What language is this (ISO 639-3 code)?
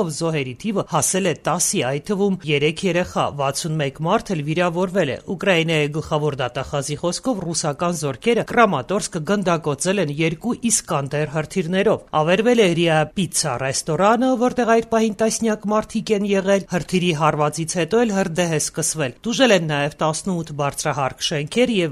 hye